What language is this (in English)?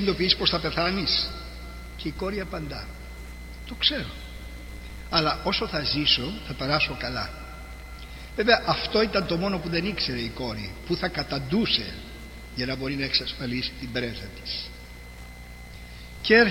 Greek